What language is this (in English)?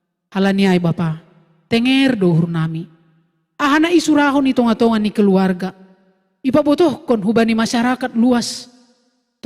Batak Simalungun